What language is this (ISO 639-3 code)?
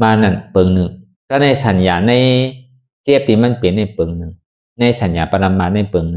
shn